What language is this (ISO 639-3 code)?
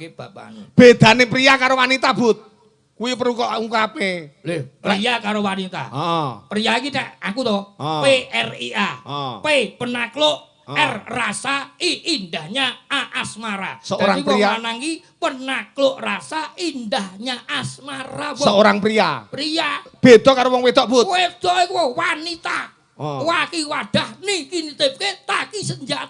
jav